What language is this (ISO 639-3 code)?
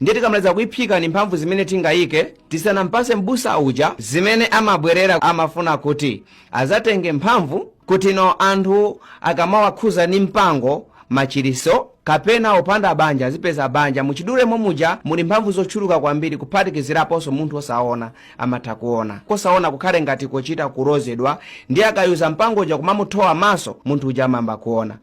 nya